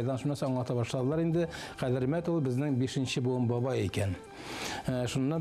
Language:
Tatar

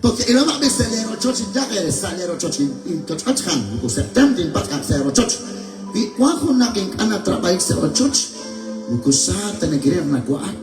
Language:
Kekchí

